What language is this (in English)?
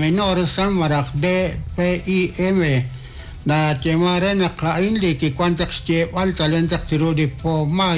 Kekchí